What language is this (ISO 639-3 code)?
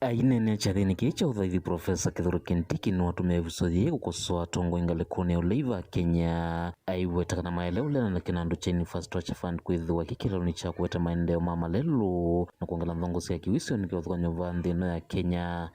kam